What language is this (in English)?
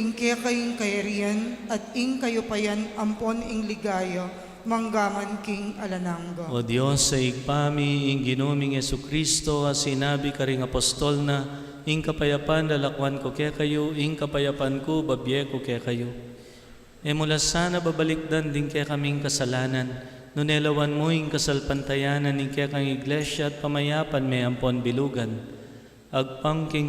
Pampanga